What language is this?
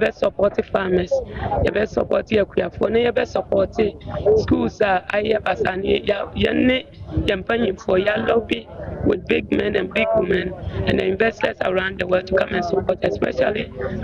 Akan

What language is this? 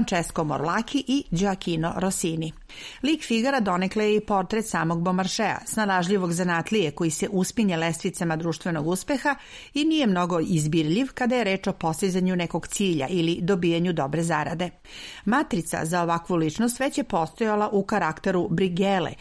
Serbian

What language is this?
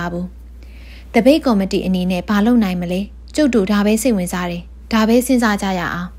Burmese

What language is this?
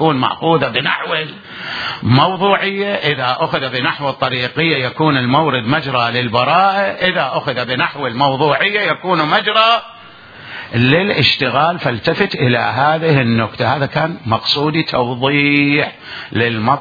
Mesopotamian Arabic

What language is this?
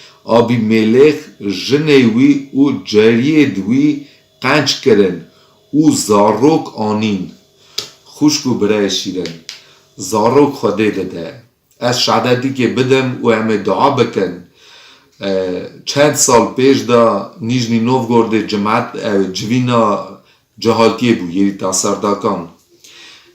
Kurdish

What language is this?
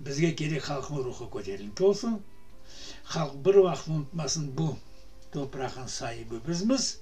Crimean Tatar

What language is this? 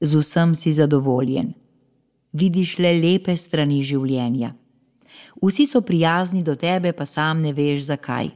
Slovenian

